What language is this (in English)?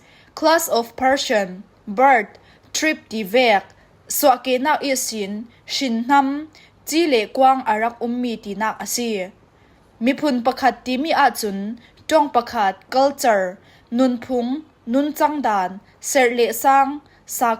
Falam Chin